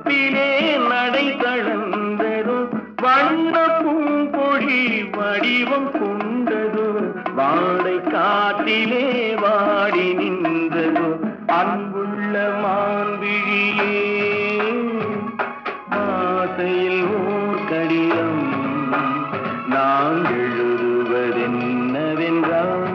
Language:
Tamil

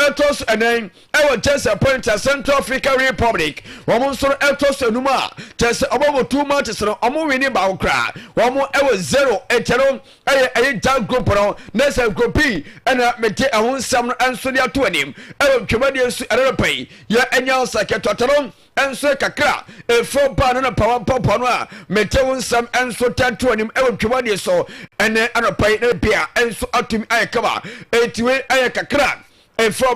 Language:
Akan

